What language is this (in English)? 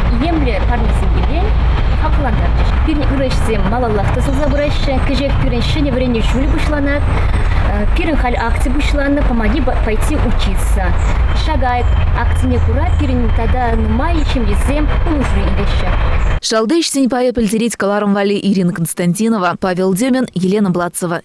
Chuvash